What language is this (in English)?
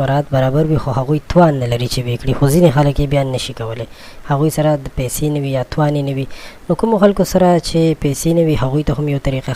Pashto